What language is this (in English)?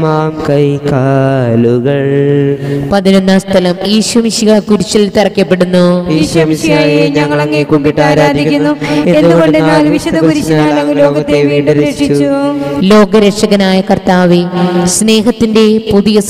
Malayalam